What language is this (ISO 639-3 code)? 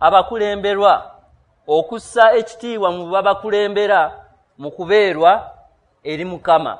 lug